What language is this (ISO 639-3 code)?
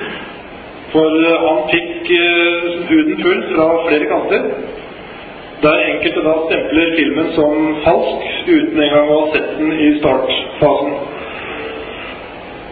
nor